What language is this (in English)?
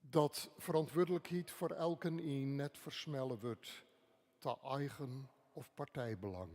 Western Frisian